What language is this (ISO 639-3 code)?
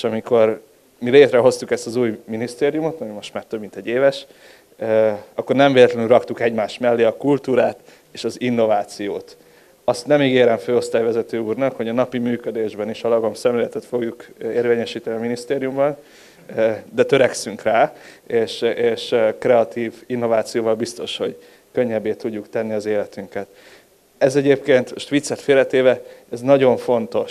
hun